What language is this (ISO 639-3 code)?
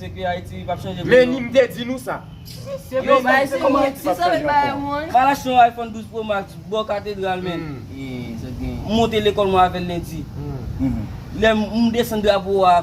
hat